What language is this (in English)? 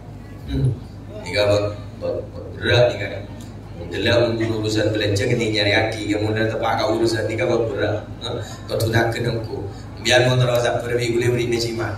Madurese